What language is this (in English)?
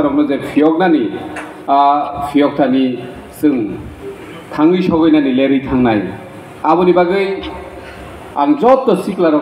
Kok Borok